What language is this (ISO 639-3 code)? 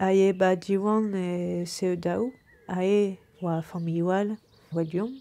bre